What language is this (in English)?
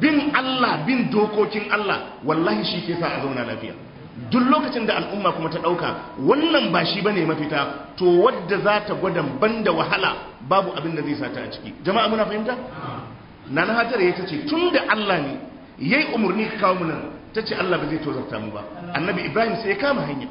Hausa